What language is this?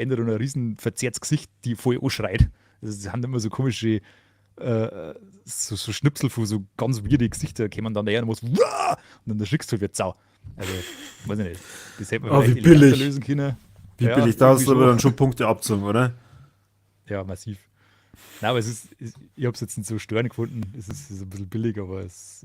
Bavarian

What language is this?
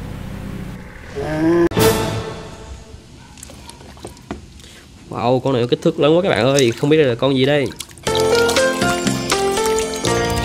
Vietnamese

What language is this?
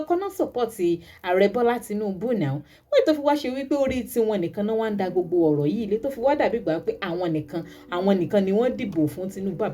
Yoruba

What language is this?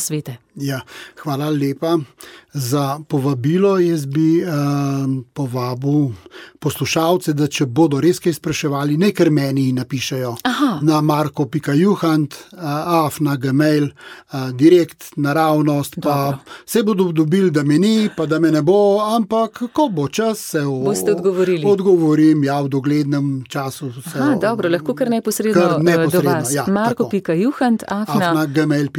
Slovenian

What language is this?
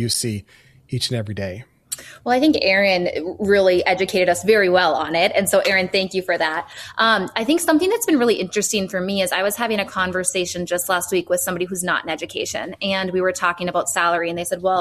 English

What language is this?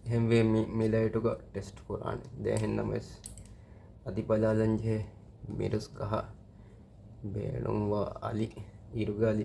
Divehi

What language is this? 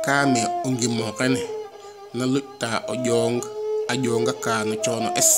Serer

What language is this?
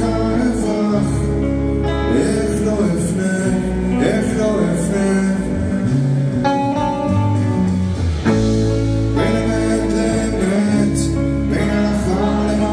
Hebrew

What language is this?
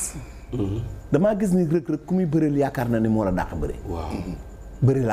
Wolof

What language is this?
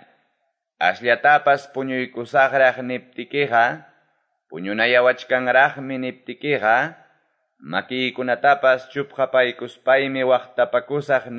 Quechua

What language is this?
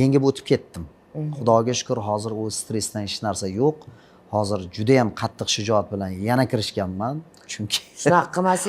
Uzbek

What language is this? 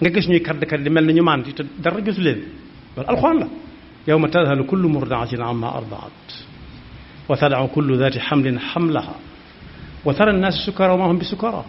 Wolof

